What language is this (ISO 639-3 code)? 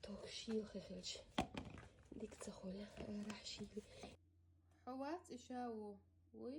che